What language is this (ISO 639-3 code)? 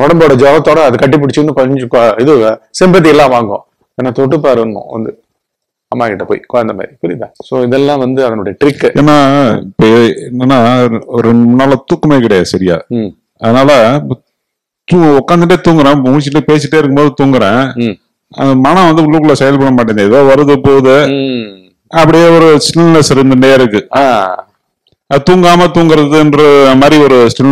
tam